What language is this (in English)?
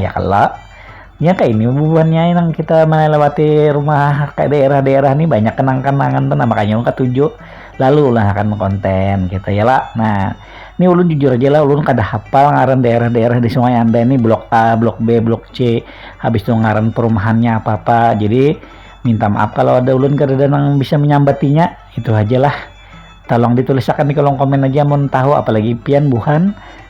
Banjar